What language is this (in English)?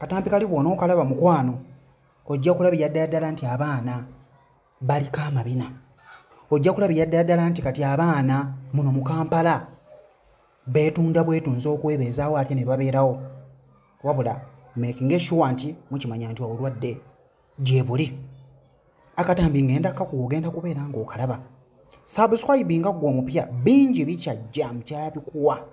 Ganda